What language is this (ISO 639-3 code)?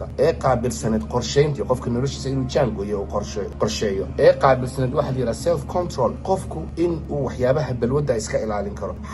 som